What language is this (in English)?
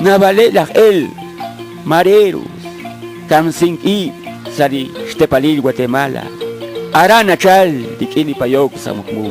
Kekchí